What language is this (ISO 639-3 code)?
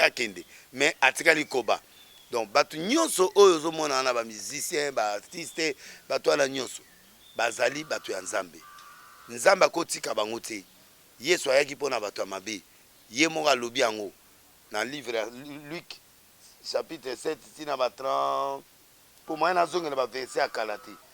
lin